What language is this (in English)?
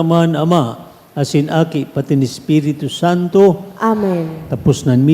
Bikol